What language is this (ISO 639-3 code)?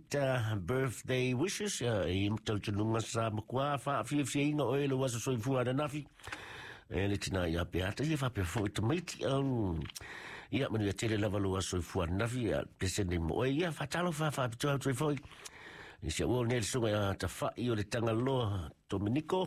smo